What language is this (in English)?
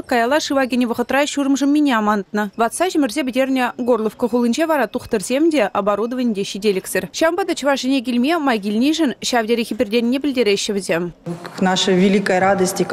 Chuvash